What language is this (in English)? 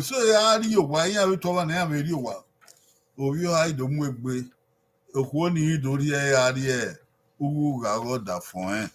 Bini